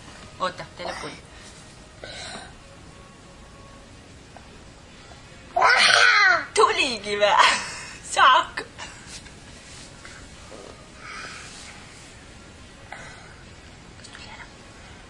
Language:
Estonian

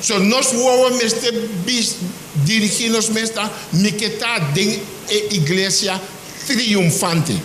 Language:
Papiamento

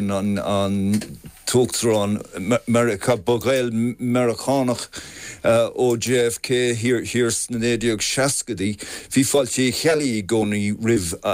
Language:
Irish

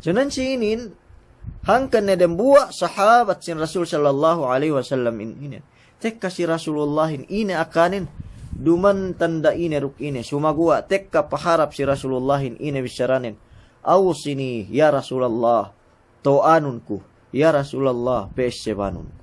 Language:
Yakan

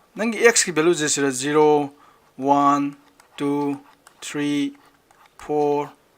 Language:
Manipuri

